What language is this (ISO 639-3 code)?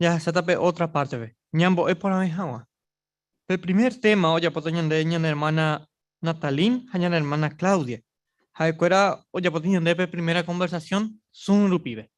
grn